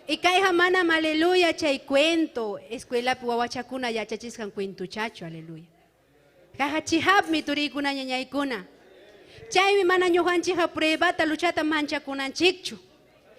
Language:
Ayacucho Quechua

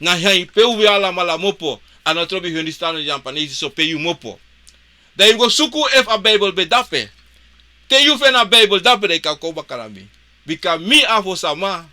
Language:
Sranan Tongo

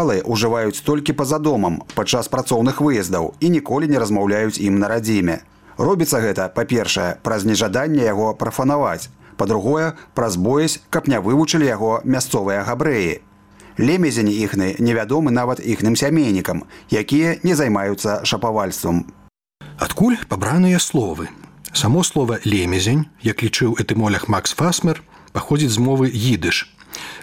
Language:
Belarusian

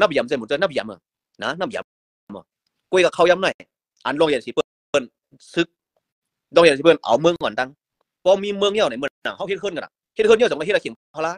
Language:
Shan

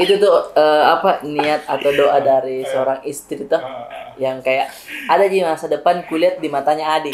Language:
Makassar Malay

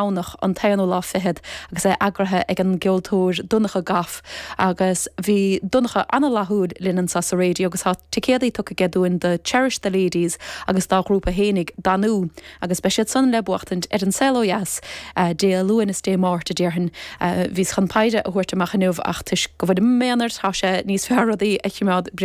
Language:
Irish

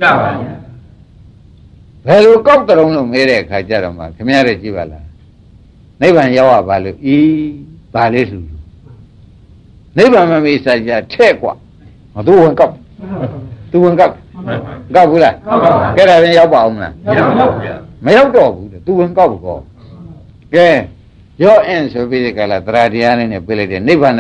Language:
Burmese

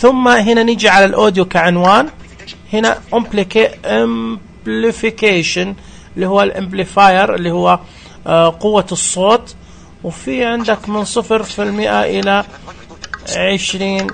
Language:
Najdi Arabic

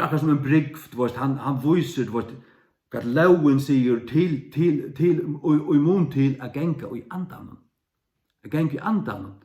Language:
Faroese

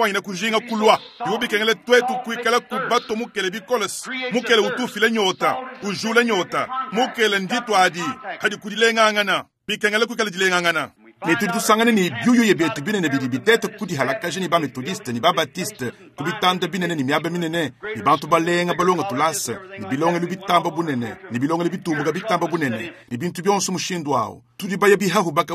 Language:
Luba-Lulua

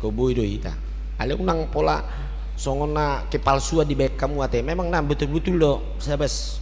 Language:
Batak Toba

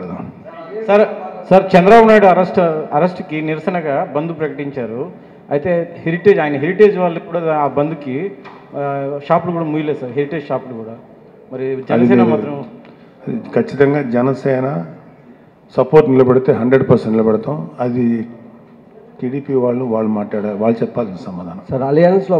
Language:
Telugu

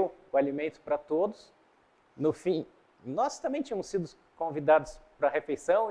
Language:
Portuguese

